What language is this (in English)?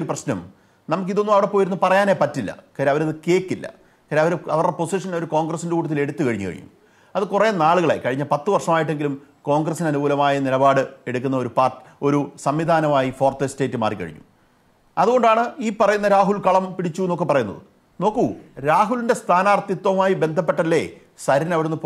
Malayalam